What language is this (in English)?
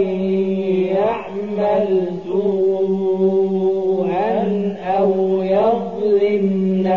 Arabic